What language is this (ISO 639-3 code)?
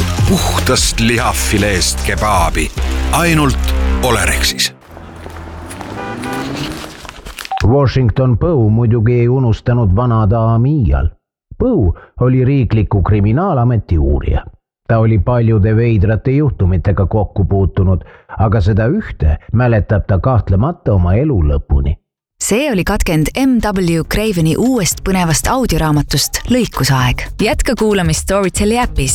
est